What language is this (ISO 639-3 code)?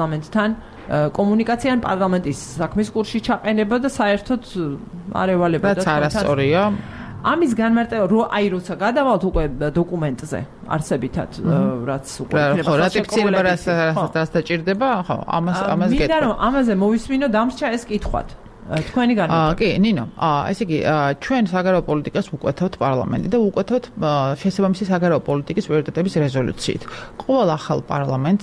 kat